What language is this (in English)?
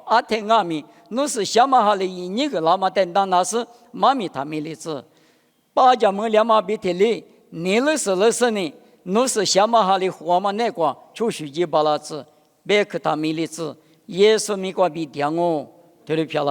Lisu